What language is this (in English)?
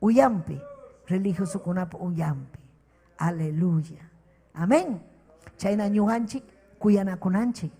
Ayacucho Quechua